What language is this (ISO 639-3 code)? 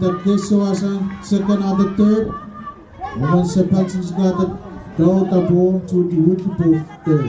pon